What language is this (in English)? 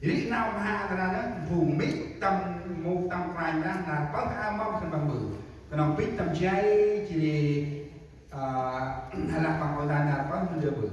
Central Mnong